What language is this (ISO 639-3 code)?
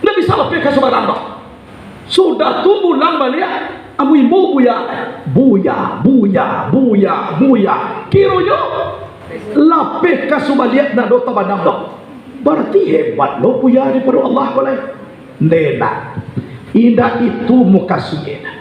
min